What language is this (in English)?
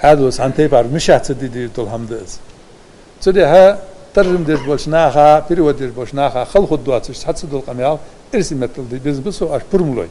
Ingush